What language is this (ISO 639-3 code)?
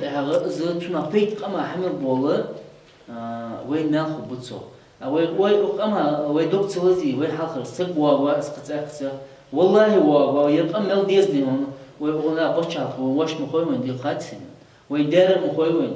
inh